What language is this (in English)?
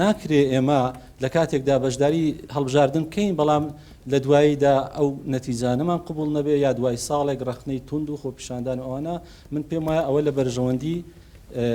Central Kurdish